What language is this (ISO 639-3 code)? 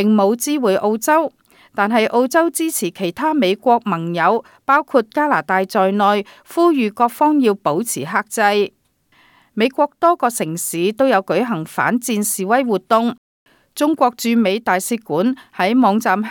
yue